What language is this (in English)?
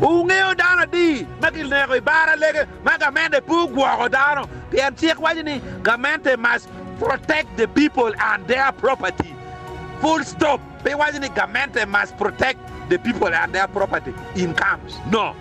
Acoli